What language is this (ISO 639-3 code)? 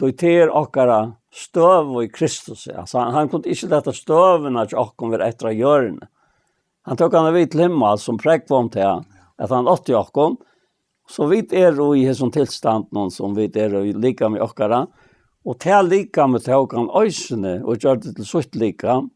fao